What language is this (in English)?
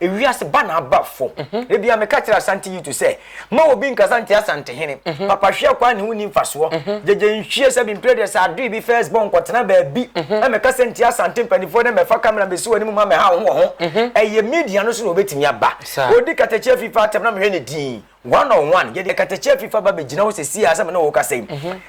Akan